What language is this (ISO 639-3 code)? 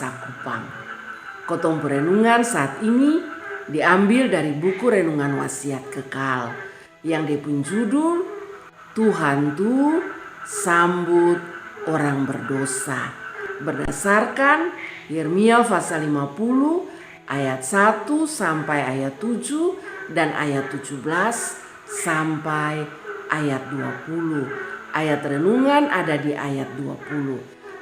mkn